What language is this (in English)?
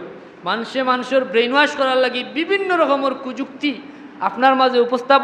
Sylheti